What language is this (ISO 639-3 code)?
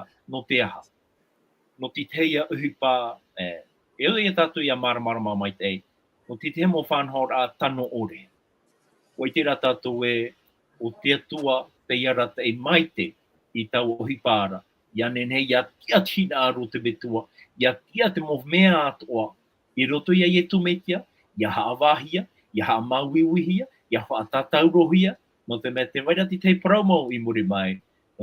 tah